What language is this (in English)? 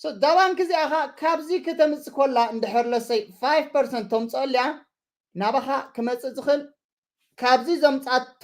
Tigrinya